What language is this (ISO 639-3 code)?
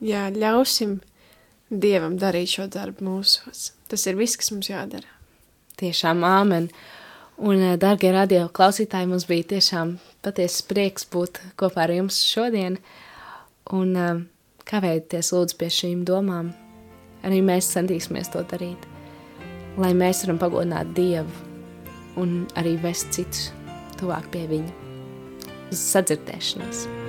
lav